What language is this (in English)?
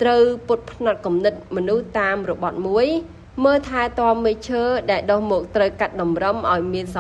Khmer